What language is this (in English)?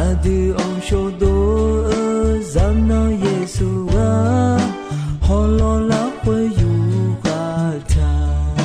Akha